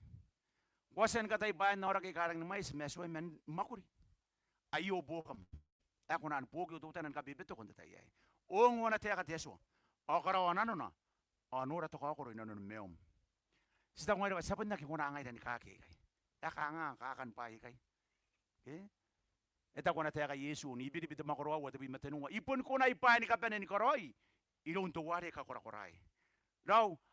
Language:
Gilbertese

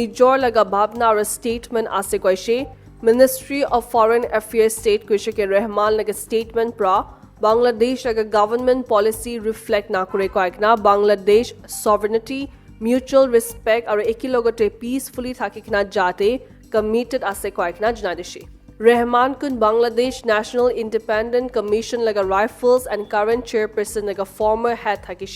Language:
Naga Pidgin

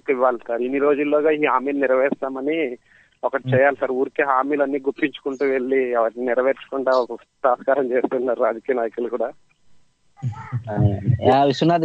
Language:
Telugu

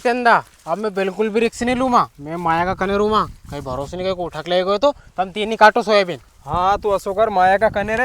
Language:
Rajasthani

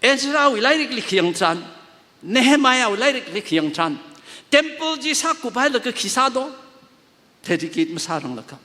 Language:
Tangkhul Naga (India)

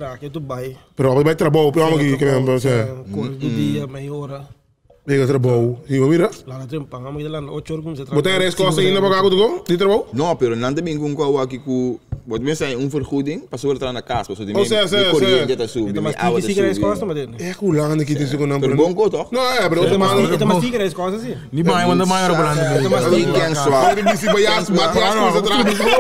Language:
Papiamento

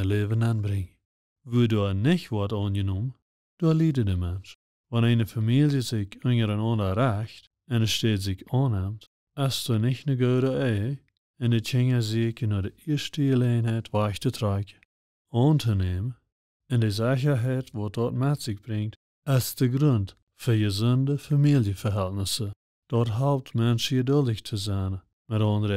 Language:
Plautdietsch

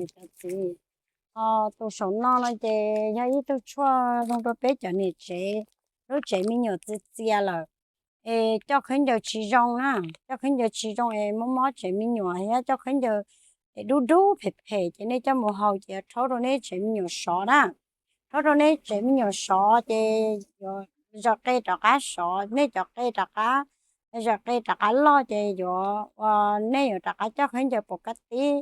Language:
Hmong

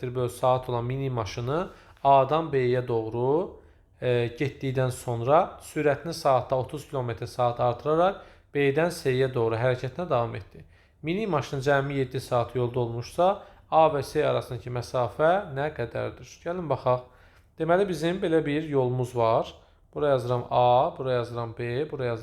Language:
Azerbaijani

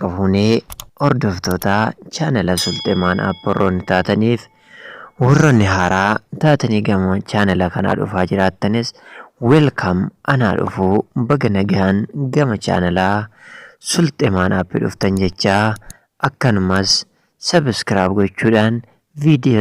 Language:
Oromo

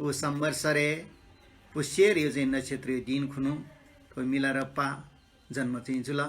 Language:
Newari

